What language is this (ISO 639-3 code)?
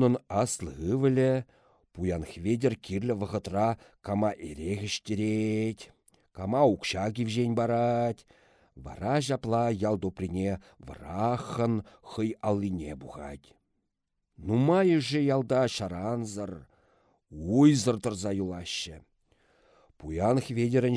chv